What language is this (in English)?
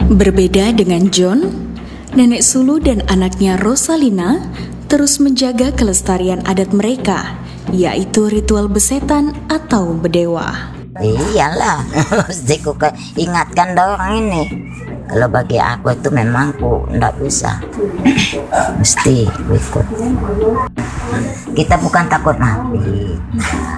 Indonesian